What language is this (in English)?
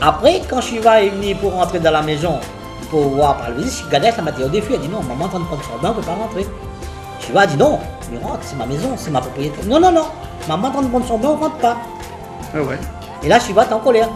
Réunion Creole French